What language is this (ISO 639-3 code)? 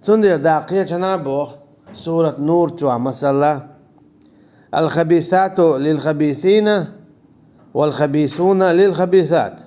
che